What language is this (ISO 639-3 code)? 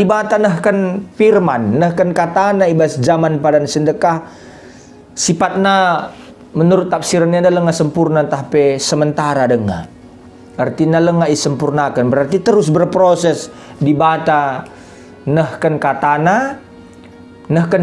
btx